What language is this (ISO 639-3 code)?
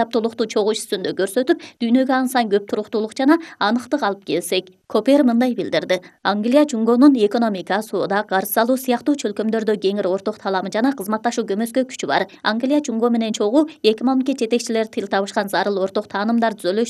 kir